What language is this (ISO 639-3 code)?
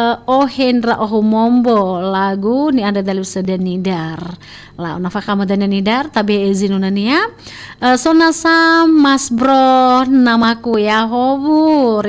nia